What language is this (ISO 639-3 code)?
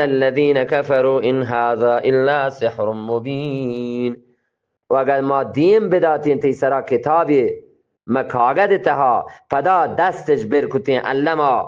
bgp